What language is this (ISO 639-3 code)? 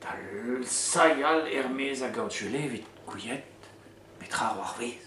bre